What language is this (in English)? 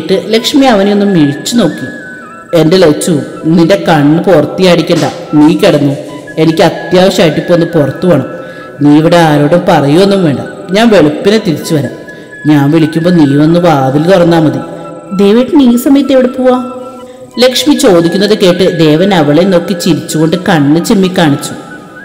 Malayalam